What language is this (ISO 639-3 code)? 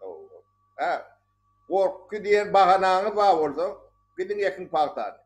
tuk